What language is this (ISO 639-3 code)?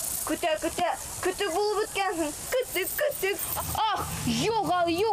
bak